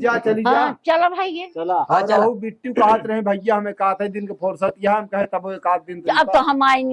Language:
Awadhi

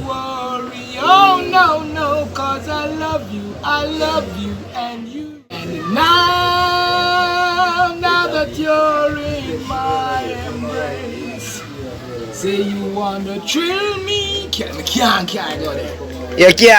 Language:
Jamaican Creole English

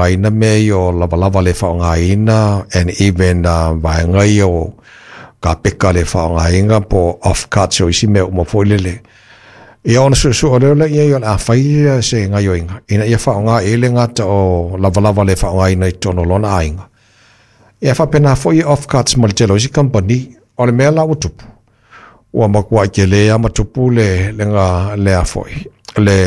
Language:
Samoan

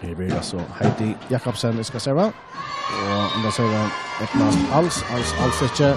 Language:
Faroese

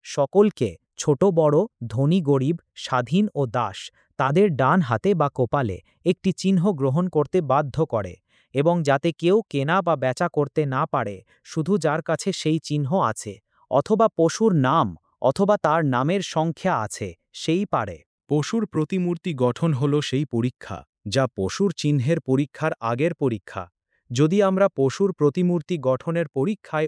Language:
Bangla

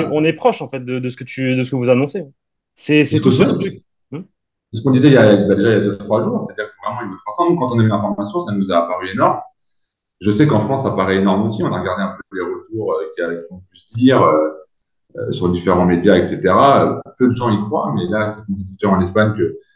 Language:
French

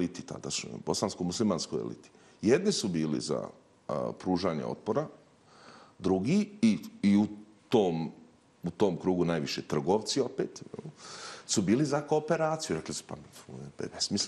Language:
Bosnian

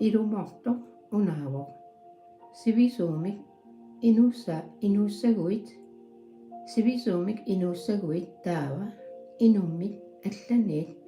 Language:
Kalaallisut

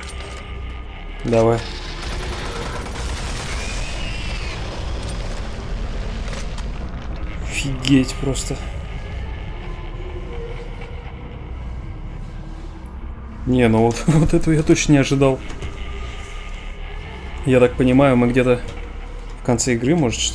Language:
Russian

